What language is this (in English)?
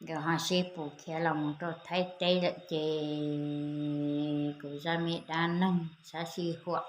Hmong